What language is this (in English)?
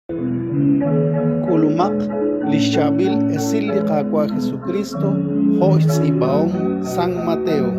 Kekchí